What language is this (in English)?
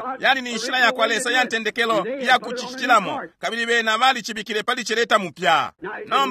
Bemba